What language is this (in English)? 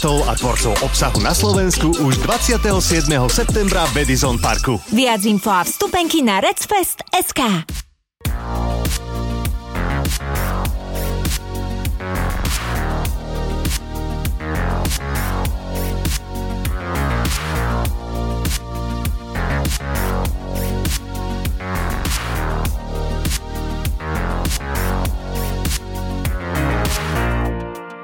Slovak